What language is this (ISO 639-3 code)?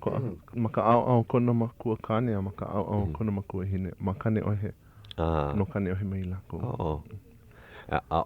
haw